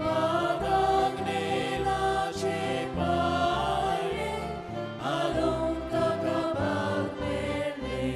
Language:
Konkani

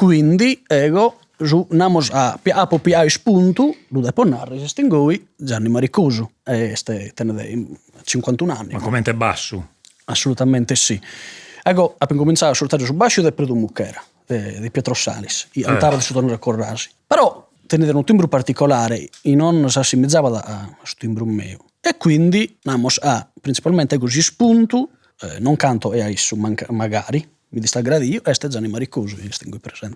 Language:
Sardinian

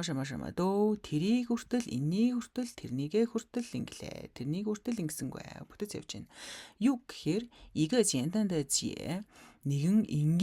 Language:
Mongolian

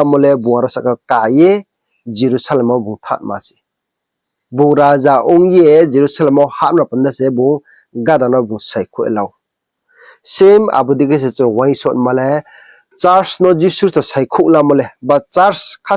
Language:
Riang (India)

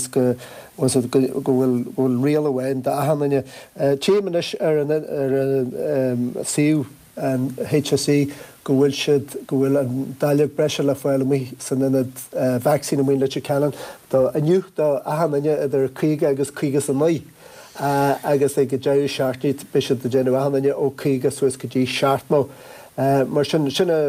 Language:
Irish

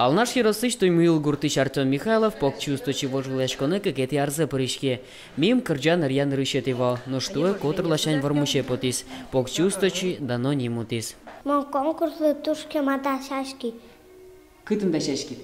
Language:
Udmurt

